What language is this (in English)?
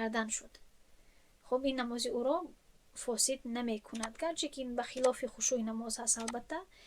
Tajik